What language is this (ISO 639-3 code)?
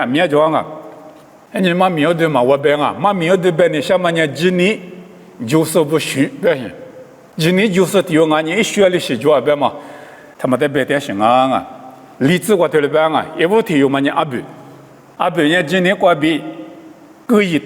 lis